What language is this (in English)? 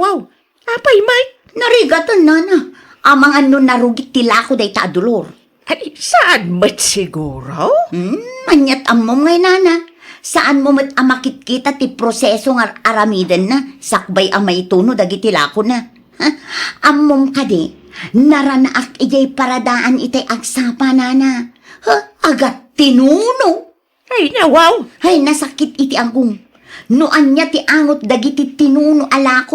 Iloko